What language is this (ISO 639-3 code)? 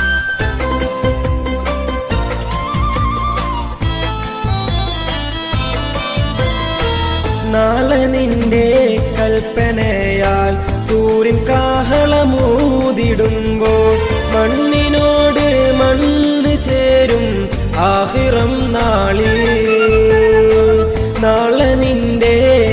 mal